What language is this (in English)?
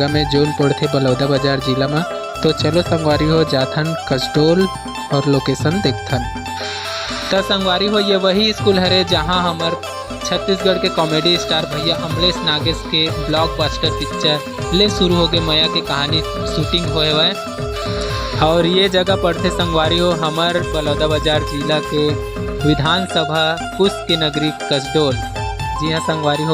Chhattisgarhi